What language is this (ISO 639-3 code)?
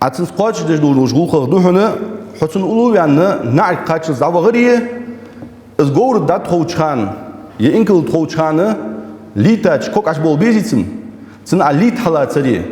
inh